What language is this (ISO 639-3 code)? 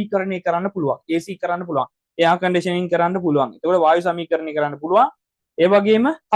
sin